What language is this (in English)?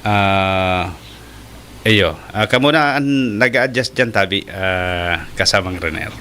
Bikol